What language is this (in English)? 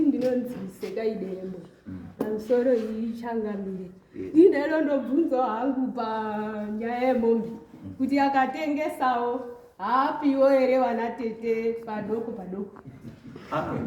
Shona